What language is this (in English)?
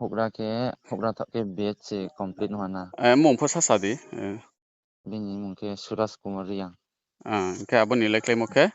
Riang (India)